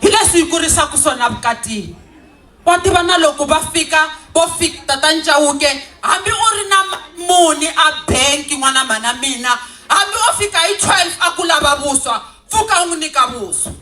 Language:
Tsonga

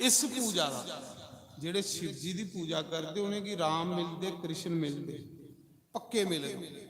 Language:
Dogri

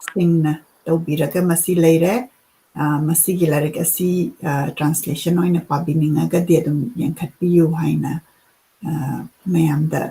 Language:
Manipuri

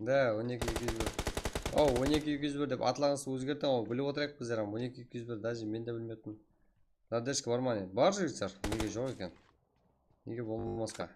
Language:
Kara-Kalpak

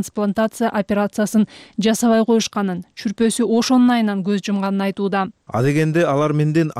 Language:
Kyrgyz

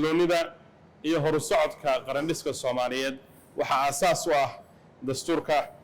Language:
Somali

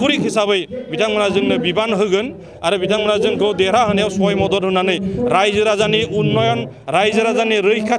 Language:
Bodo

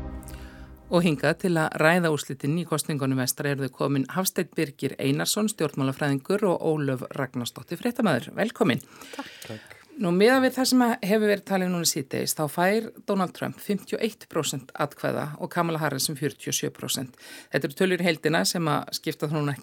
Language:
Icelandic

